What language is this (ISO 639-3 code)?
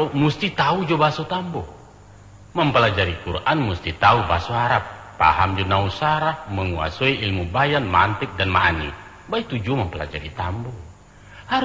min